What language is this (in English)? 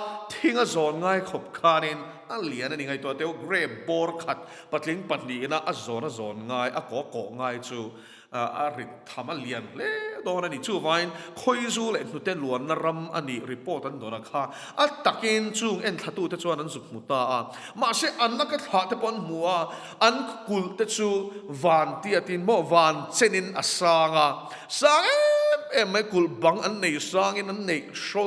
Mizo